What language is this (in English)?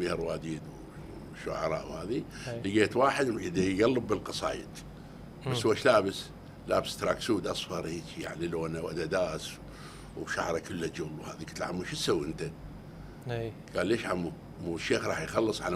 Mesopotamian Arabic